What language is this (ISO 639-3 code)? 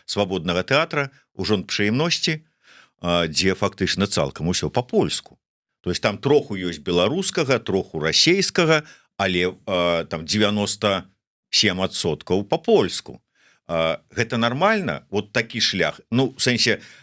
bel